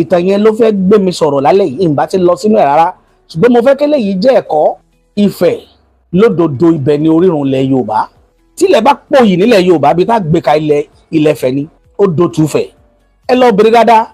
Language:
Yoruba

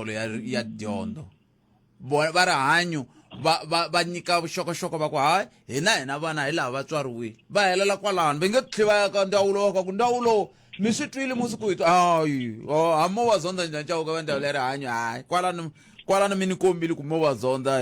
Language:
Tsonga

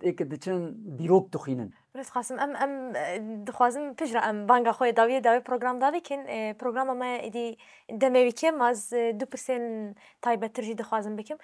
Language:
Kurdish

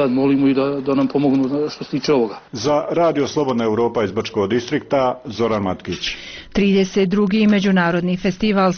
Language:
Bosnian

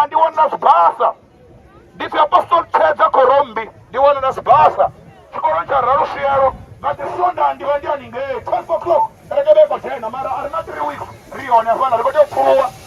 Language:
Venda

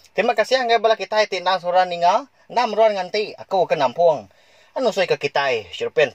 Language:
Iban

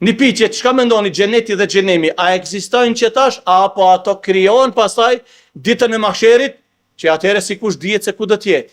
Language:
Albanian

